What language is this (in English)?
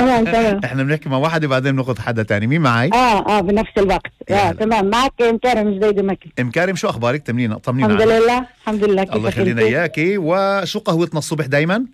North Levantine Arabic